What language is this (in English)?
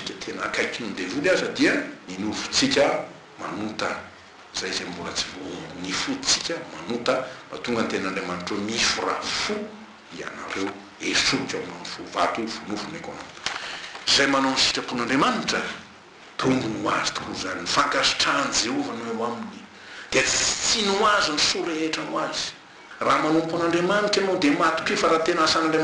Malagasy